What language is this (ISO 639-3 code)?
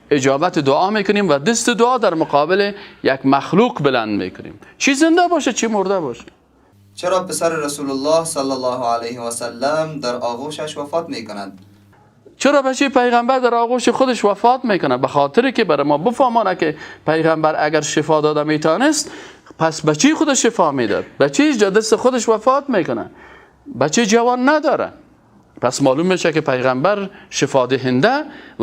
fas